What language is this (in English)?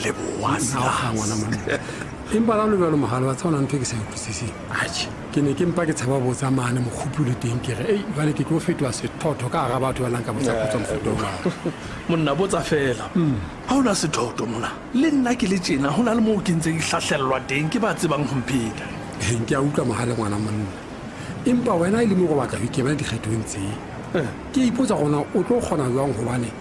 Southern Sotho